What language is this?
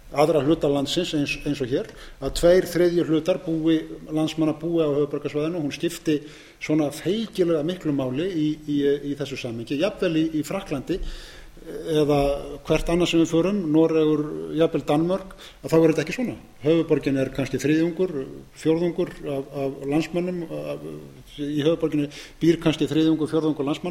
Icelandic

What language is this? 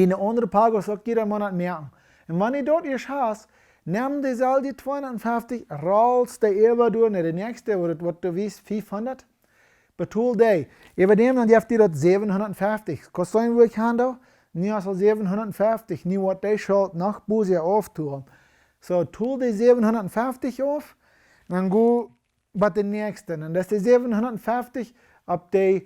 Plautdietsch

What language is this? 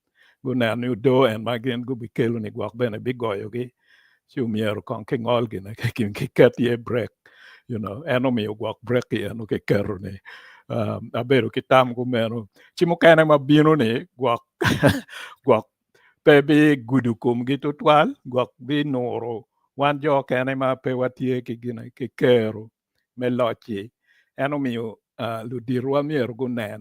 Acoli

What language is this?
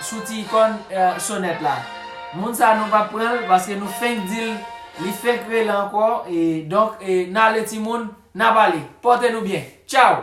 Haitian Creole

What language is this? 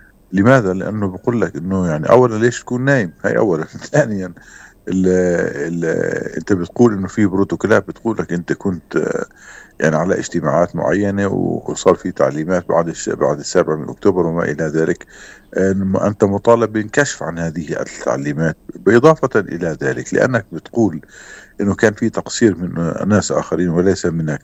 North Levantine Arabic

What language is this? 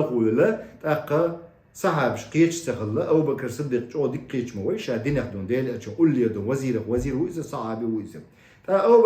Chechen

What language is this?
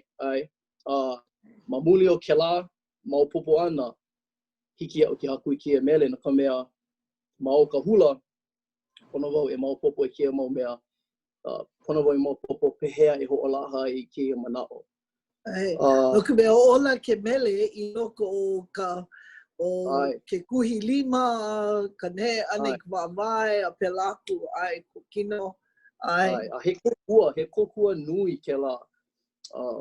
Hawaiian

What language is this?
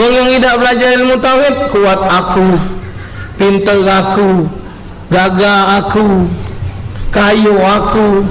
Musi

